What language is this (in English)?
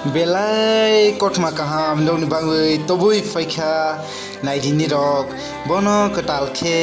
Kok Borok